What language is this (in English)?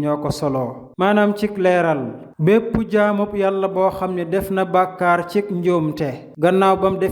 Wolof